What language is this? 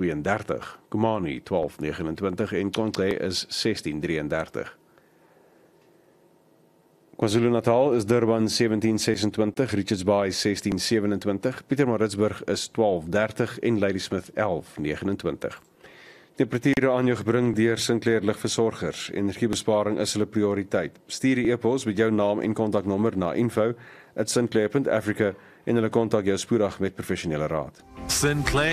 Afrikaans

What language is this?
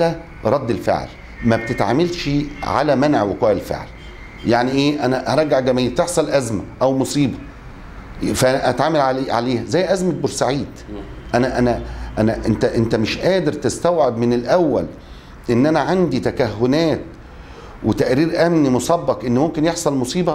Egyptian Arabic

